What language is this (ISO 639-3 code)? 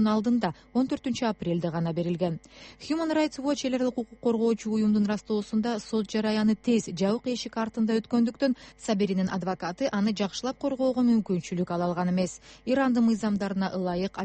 kir